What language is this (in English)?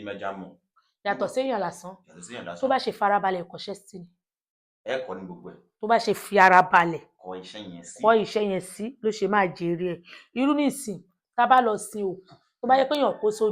Yoruba